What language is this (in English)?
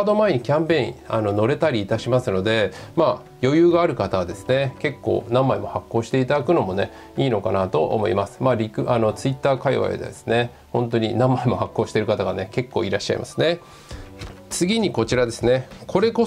Japanese